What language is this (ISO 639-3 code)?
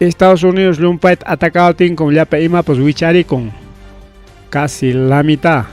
quy